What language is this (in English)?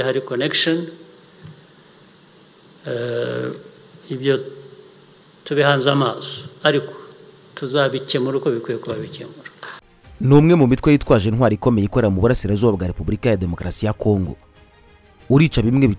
Kinyarwanda